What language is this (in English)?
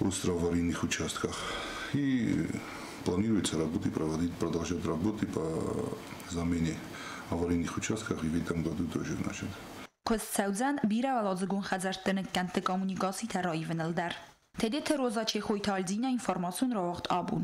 Ossetic